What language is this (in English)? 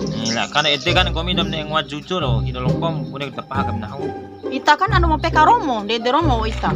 Bima